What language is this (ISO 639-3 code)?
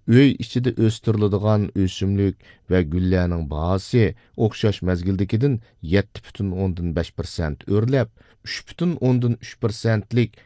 uig